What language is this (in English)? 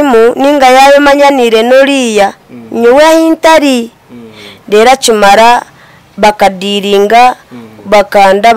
Nyankole